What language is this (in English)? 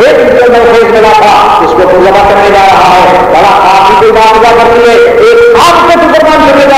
Urdu